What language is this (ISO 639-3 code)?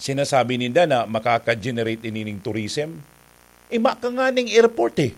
bik